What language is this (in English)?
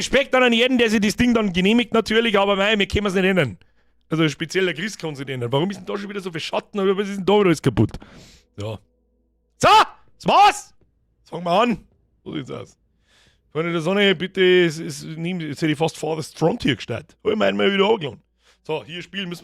Bavarian